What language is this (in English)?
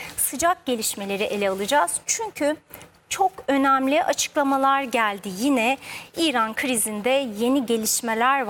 Turkish